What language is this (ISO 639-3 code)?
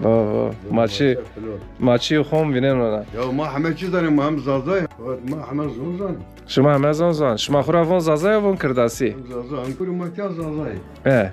zza